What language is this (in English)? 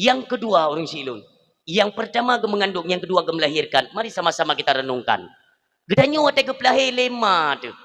Achinese